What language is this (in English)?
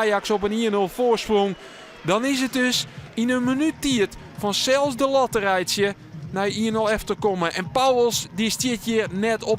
Western Frisian